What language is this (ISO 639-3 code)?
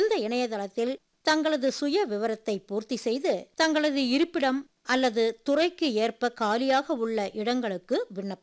tam